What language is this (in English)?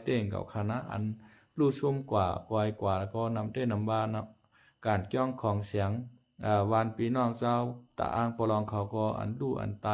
Lao